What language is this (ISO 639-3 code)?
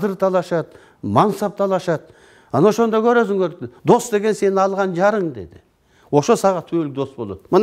kir